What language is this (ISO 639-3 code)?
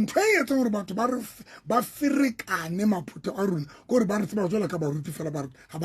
sot